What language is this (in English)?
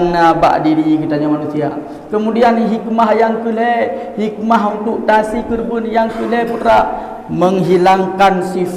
Achinese